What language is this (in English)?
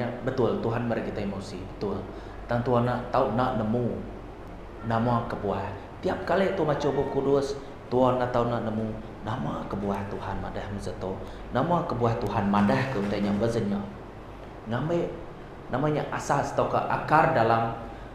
Iban